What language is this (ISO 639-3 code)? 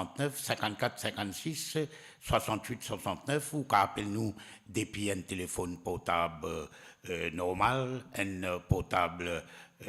mfe